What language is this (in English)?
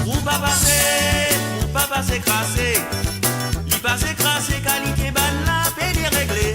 Morisyen